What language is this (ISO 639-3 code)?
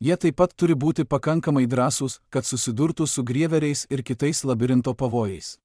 lit